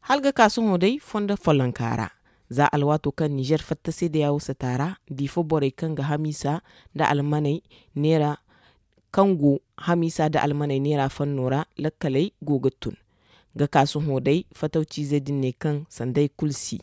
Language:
Zarma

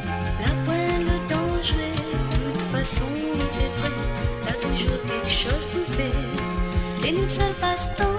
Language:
Morisyen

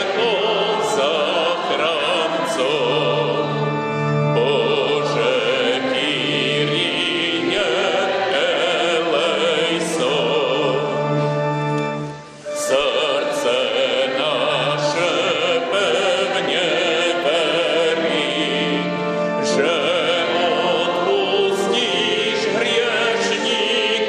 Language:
Slovak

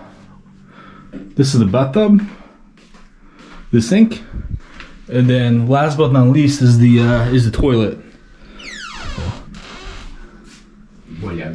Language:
English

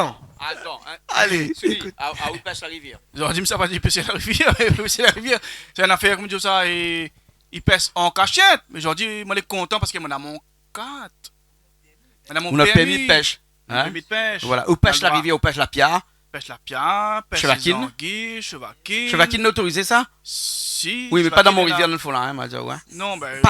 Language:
Réunion Creole French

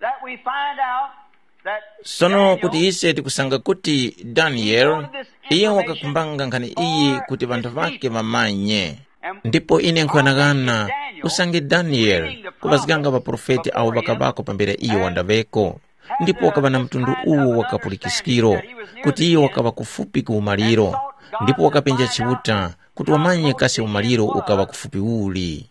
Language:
Tumbuka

